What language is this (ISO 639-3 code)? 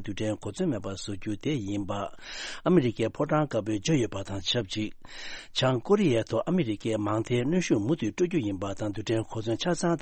bod